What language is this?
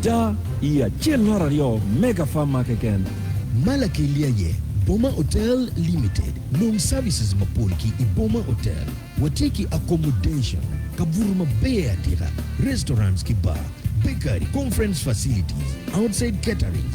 Acoli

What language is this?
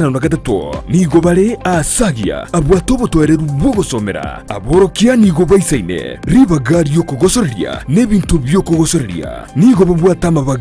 Gusii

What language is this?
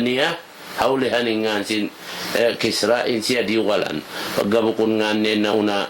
Tausug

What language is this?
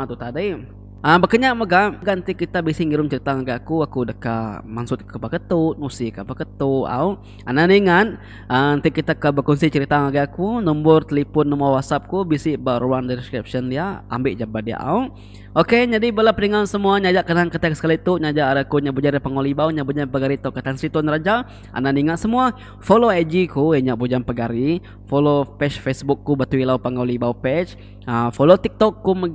Iban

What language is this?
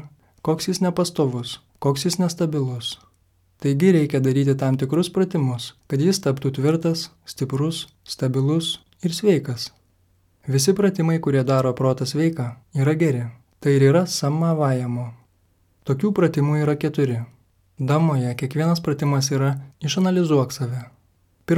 Lithuanian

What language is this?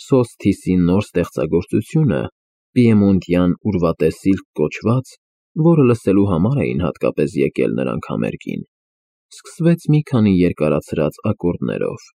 Armenian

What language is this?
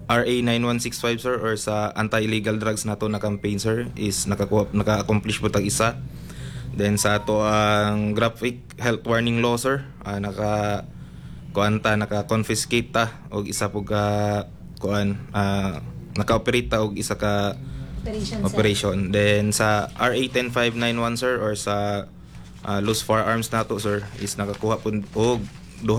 Cebuano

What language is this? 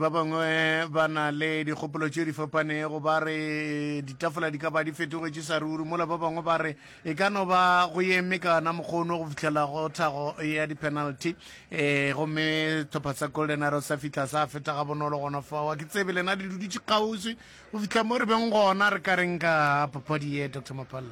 Northern Sotho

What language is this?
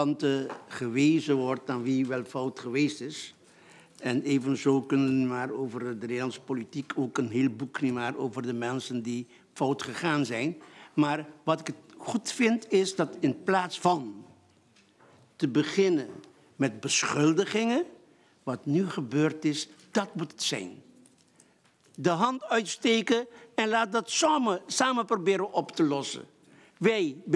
Dutch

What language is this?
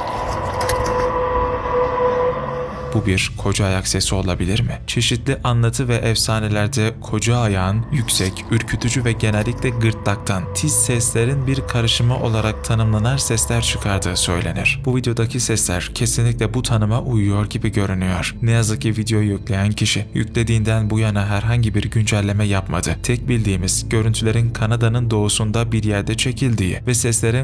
Turkish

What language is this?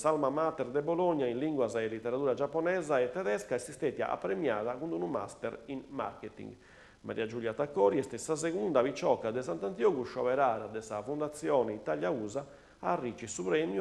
Sardinian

